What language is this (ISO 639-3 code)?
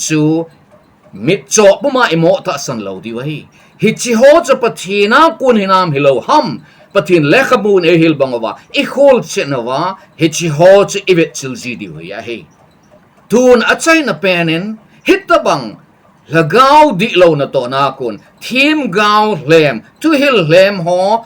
tcz